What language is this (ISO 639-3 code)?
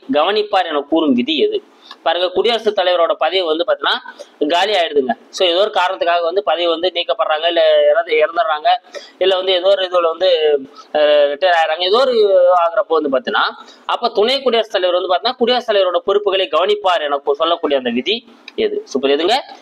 tam